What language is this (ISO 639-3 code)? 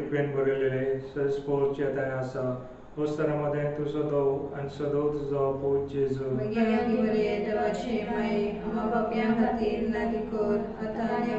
kok